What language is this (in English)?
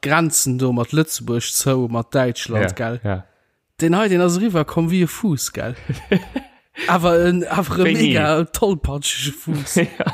Luxembourgish